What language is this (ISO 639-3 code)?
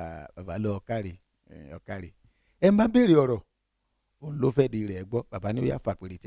yor